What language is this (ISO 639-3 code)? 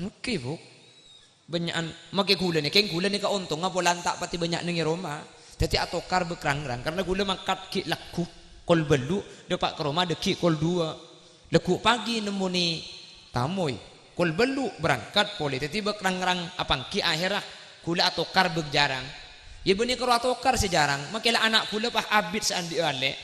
mad